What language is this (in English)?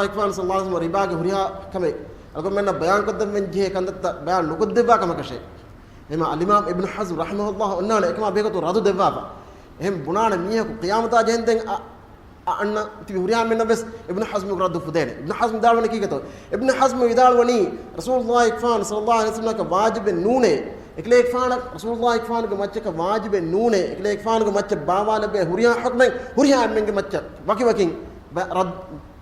Divehi